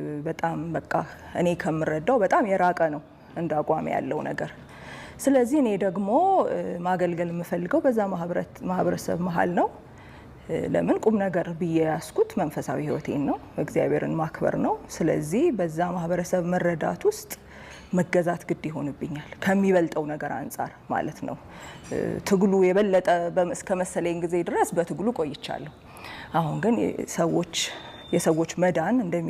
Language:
Amharic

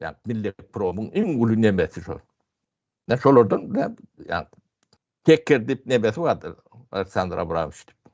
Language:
Turkmen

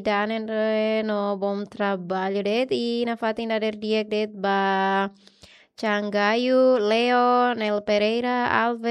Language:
Tetum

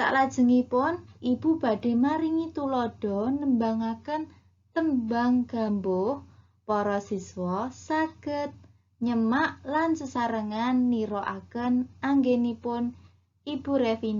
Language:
Javanese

